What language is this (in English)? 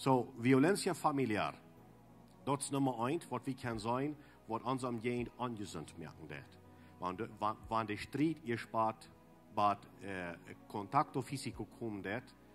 Plautdietsch